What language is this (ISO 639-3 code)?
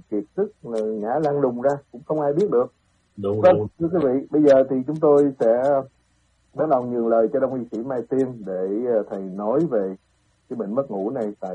vie